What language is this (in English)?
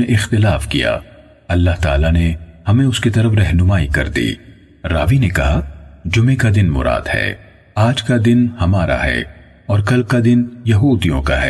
Urdu